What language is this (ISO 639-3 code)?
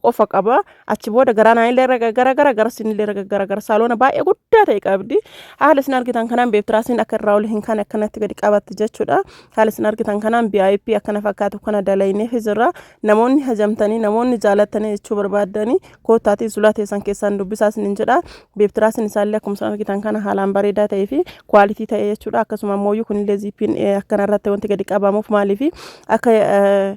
orm